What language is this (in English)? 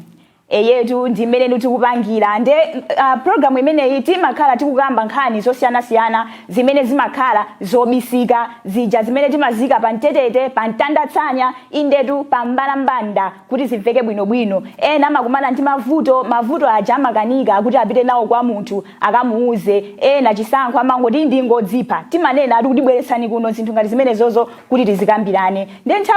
Nyanja